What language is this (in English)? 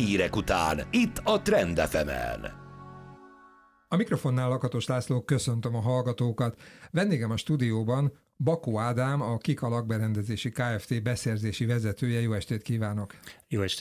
Hungarian